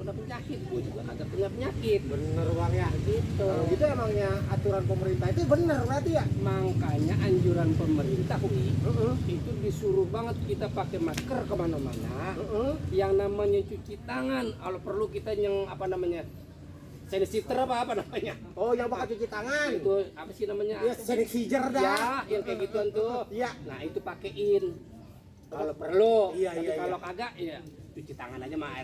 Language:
Betawi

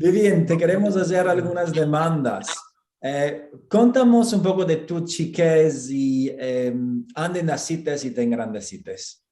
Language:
Ladino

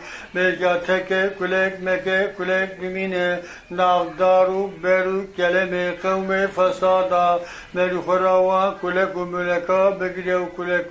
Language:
Zaza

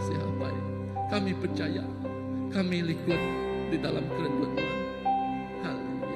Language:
Iban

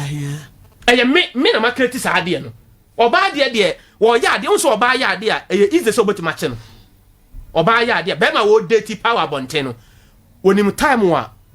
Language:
Akan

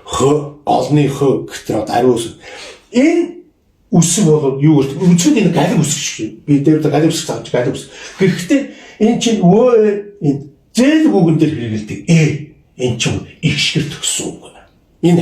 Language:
Mongolian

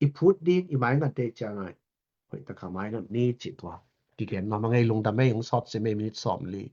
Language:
Tedim Chin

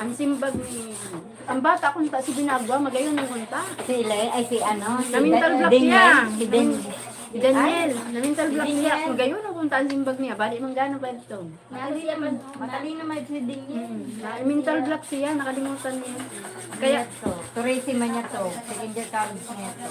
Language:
Bikol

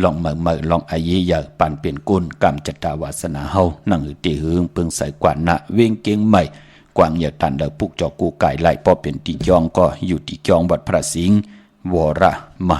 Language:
Shan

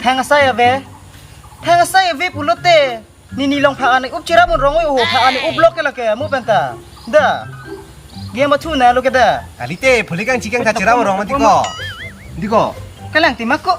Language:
Karbi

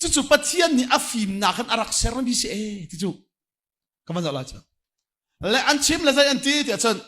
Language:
Hakha Chin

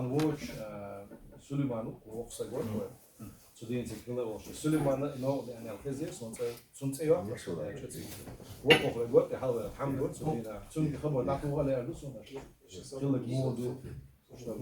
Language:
Chechen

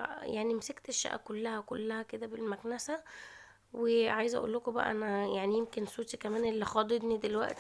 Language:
Egyptian Arabic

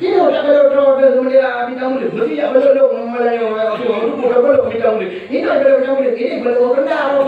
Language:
Achinese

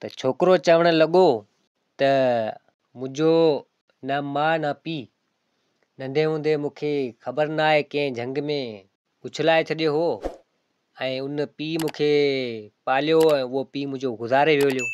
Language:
Sindhi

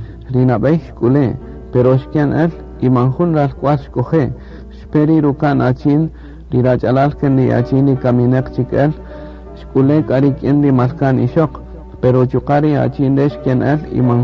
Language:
Kaqchikel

